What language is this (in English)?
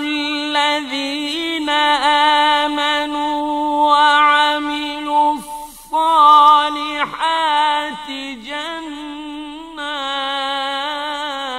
Arabic